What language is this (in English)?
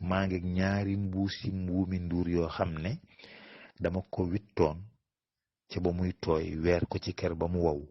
Wolof